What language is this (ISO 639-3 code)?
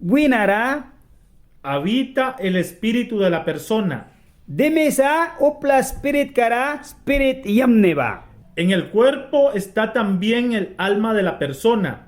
miq